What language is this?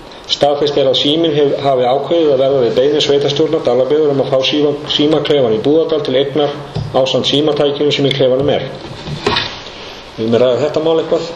Icelandic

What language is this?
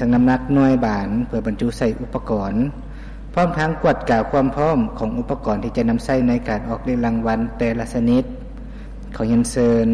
Lao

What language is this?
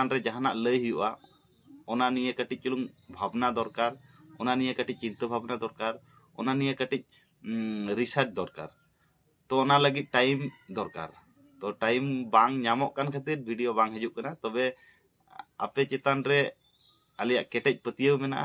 Santali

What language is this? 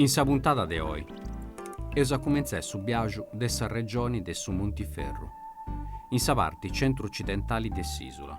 Sardinian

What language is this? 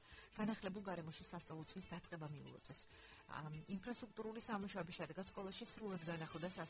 Georgian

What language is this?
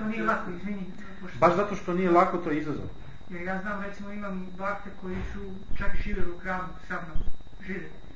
Serbian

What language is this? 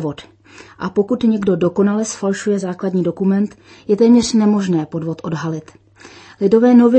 Czech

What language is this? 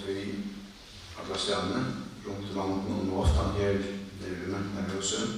Faroese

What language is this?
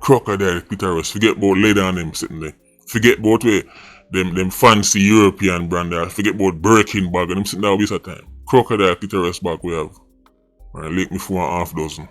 Jamaican Creole English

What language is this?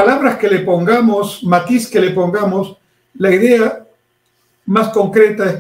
Spanish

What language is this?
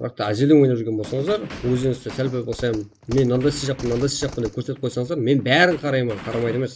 Kara-Kalpak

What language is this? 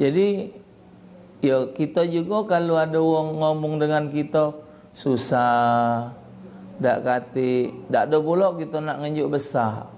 Musi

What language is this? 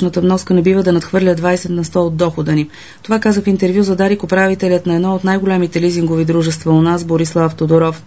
Bulgarian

